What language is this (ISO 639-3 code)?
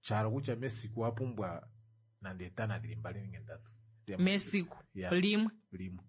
kua